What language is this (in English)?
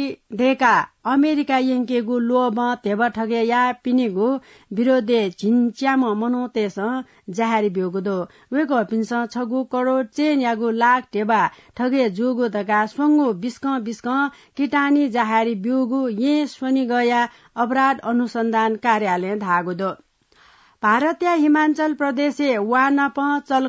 Newari